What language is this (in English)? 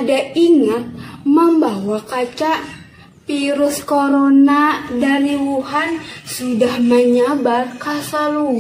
Banjar